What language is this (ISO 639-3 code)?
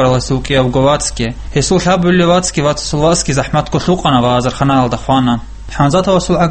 ava